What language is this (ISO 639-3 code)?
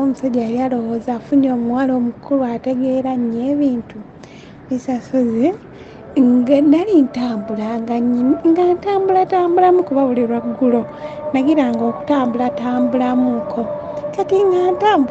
lug